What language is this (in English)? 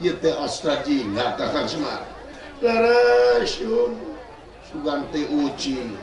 Sundanese